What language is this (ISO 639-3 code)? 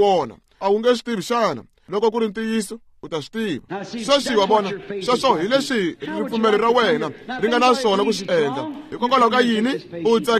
tso